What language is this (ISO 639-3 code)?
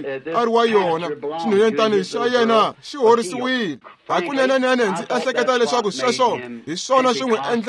tso